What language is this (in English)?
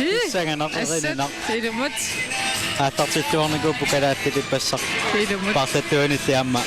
Kalaallisut